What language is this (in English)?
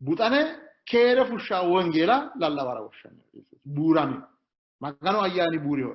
Sidamo